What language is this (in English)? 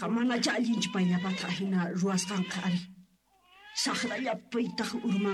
South Bolivian Quechua